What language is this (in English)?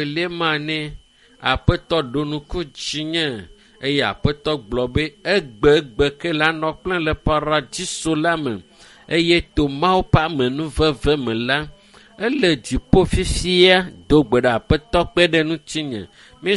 Ewe